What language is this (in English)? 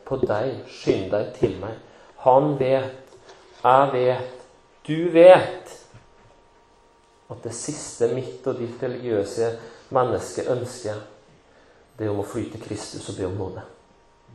Norwegian